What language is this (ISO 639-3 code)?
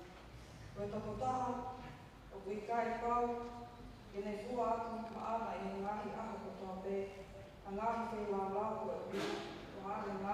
ton